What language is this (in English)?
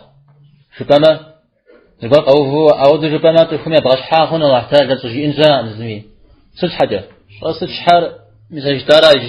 Kabardian